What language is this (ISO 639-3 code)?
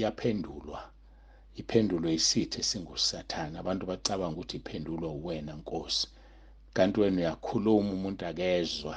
zul